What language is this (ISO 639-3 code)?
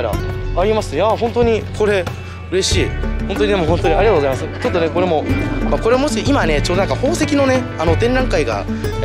jpn